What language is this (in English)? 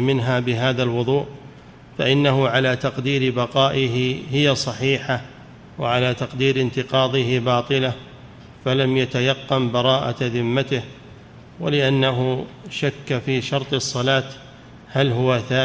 Arabic